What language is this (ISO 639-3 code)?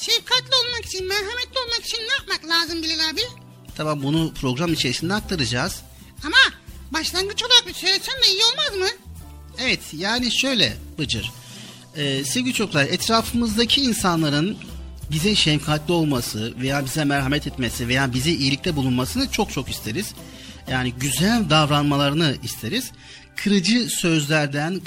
tur